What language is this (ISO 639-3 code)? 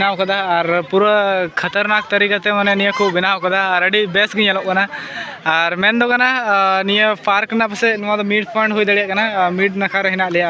sat